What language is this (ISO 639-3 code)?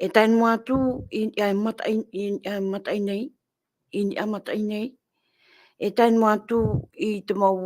tah